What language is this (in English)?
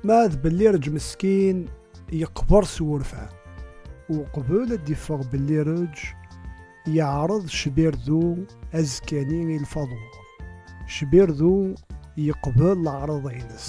Kabyle